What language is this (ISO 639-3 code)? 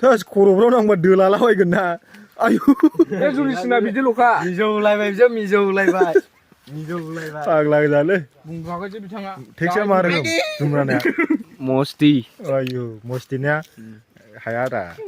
brx